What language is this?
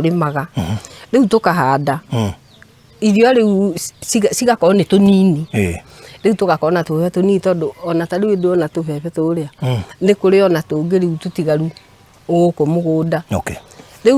Kikuyu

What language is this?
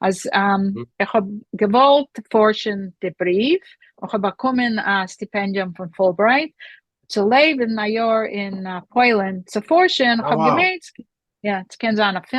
Yiddish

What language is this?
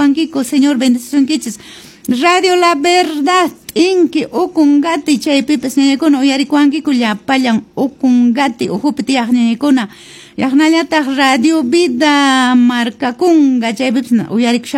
Quechua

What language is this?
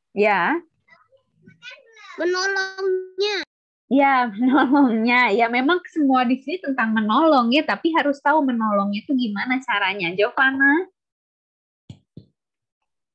Indonesian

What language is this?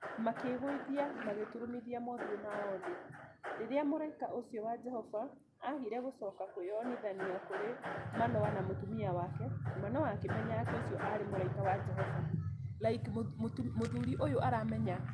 Kikuyu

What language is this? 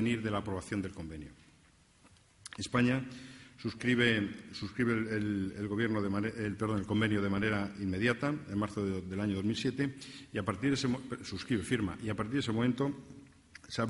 Spanish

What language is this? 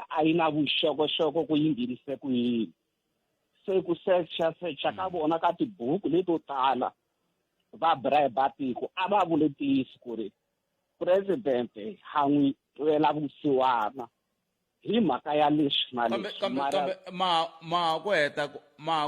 Tsonga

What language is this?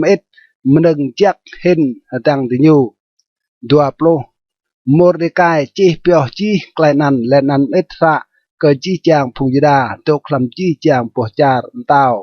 Rade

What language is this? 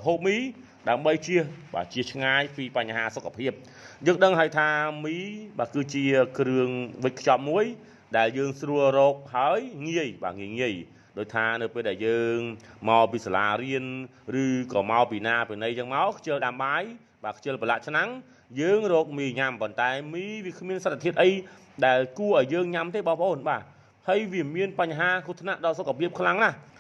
Khmer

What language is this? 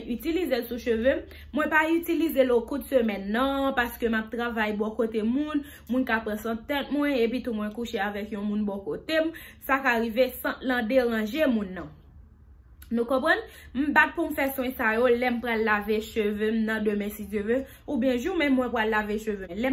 Haitian Creole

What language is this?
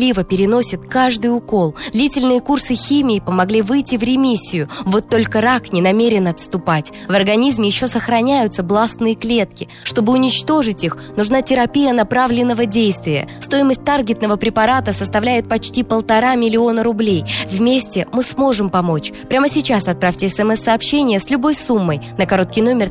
Russian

